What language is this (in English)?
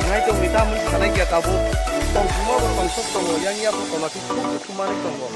Kok Borok